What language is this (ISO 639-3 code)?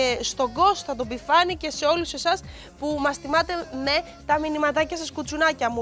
ell